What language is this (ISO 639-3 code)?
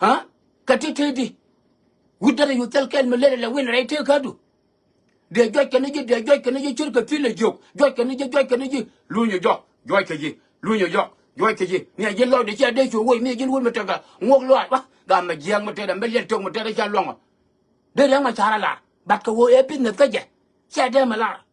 nus